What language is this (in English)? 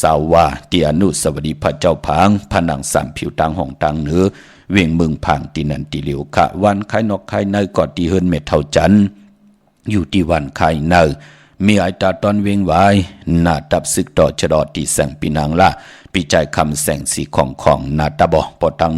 Shan